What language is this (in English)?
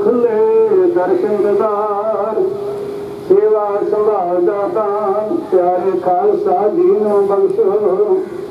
Punjabi